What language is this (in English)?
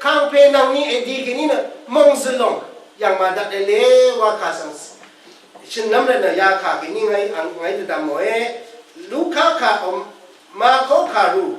Rawang